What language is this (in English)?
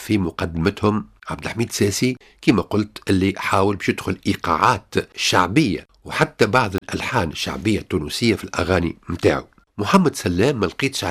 Tunisian Arabic